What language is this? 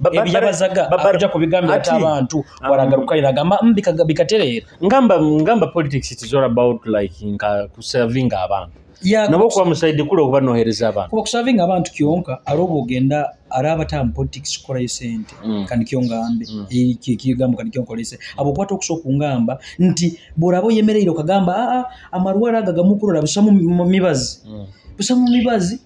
Nyoro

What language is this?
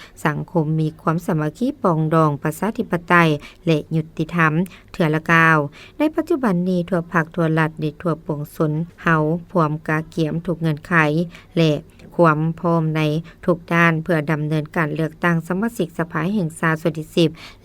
Lao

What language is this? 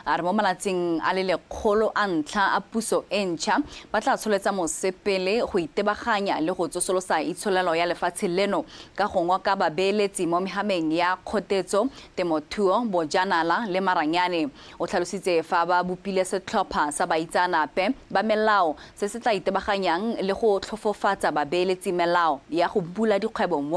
Tswana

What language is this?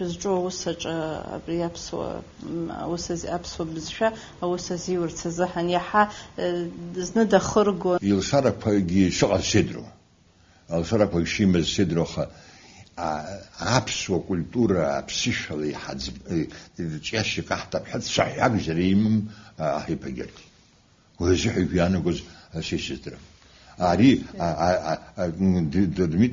Abkhazian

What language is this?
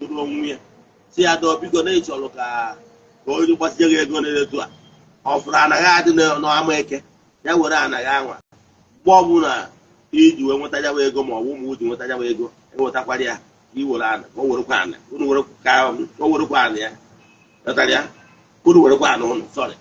Igbo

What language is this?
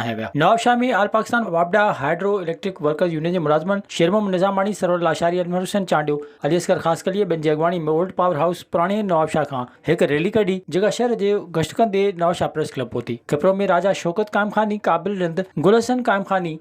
Sindhi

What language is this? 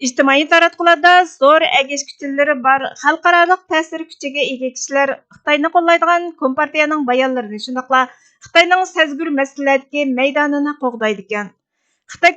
Uyghur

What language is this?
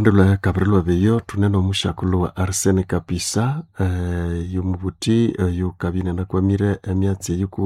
Nande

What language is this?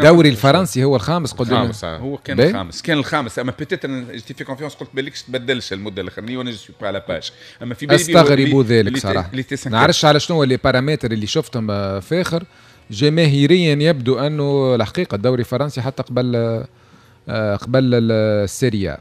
Tunisian Arabic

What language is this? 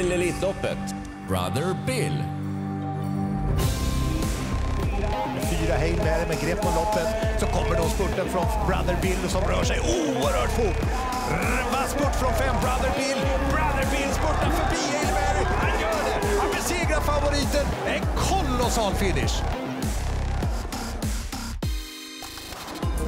Swedish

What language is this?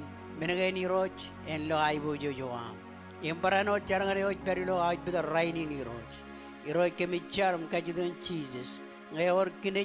Marshallese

